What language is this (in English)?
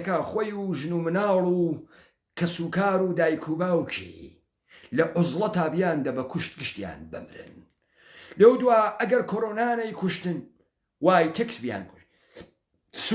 Central Kurdish